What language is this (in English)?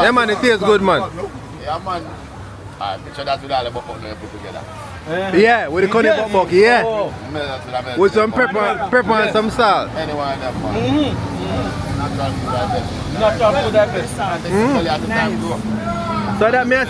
Jamaican Creole English